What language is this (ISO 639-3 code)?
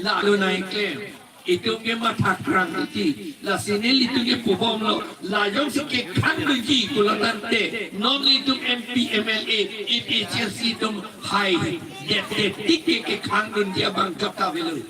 mjw